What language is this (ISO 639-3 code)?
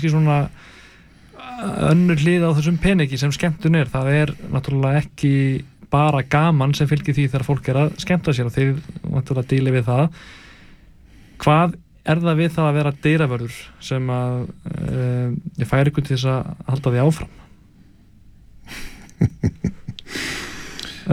isl